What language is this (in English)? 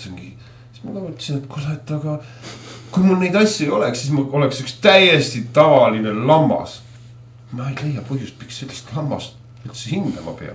Estonian